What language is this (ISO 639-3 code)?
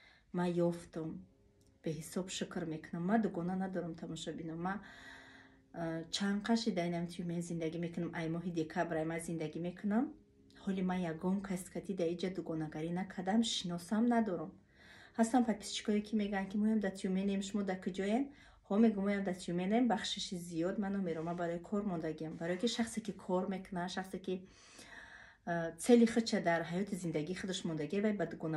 tgk